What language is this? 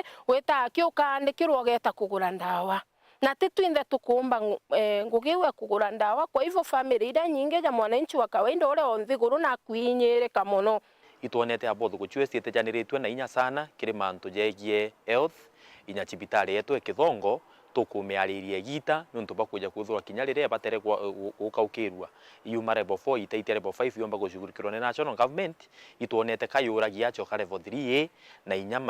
Meru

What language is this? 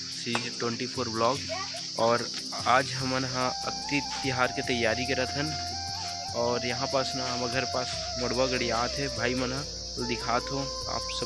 Chhattisgarhi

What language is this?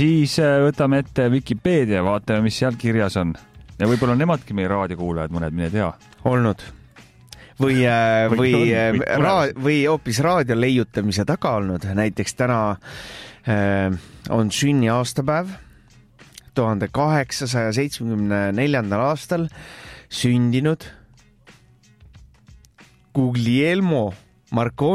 Estonian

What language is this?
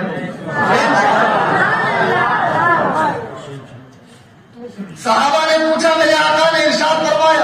Urdu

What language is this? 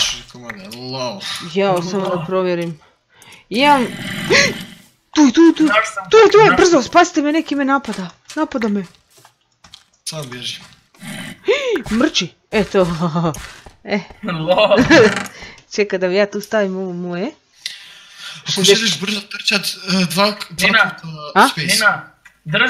Croatian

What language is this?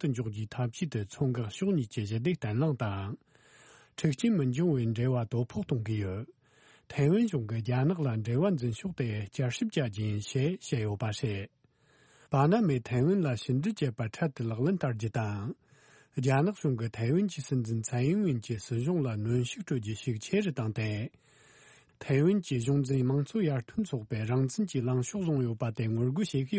Tibetan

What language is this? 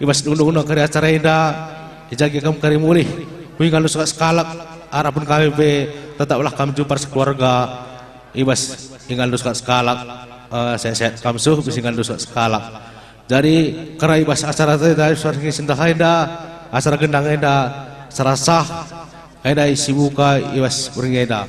Batak Karo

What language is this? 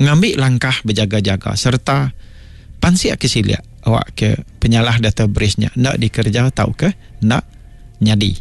Iban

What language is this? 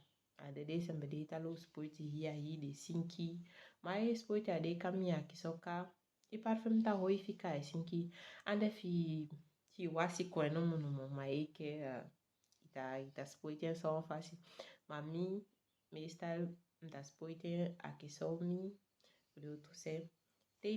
Saramaccan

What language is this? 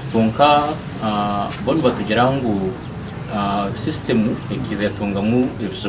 Nyankole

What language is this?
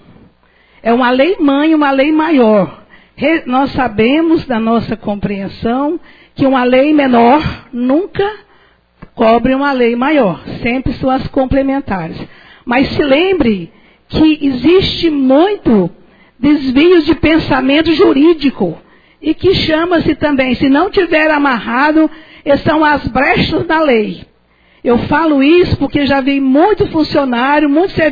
Portuguese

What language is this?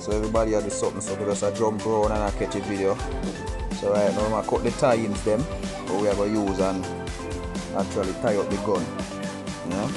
Jamaican Creole English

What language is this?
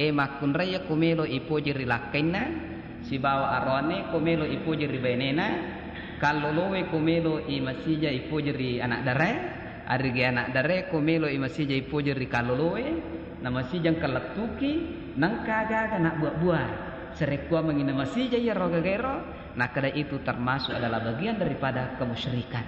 Buginese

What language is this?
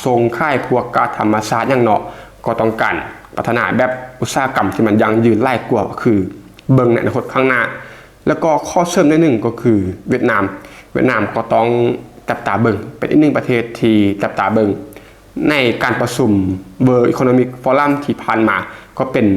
Lao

